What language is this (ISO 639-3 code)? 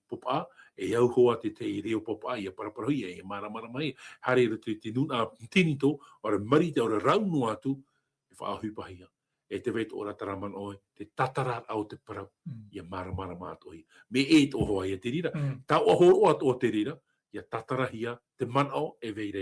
tah